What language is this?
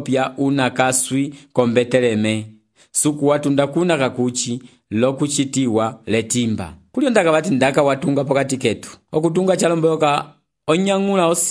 Umbundu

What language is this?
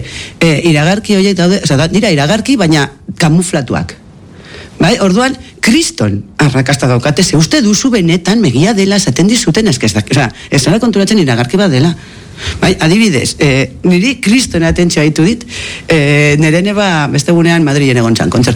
Basque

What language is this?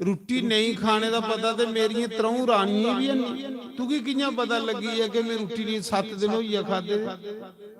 Dogri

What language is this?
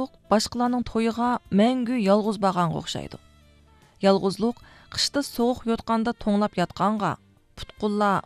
Uyghur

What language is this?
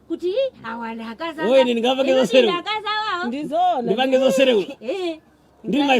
Nyanja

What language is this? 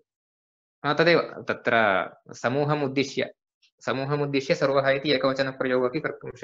Sanskrit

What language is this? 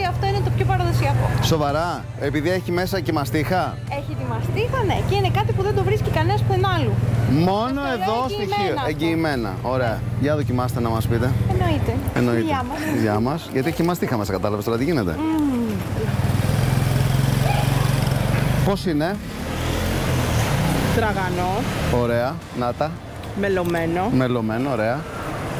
Greek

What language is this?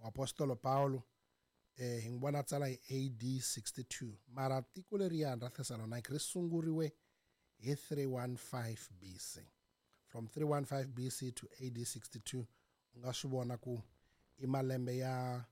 Tsonga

